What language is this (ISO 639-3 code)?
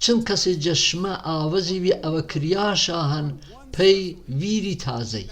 hac